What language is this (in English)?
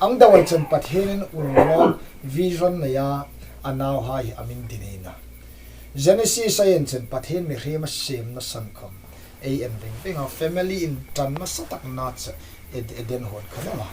Hmar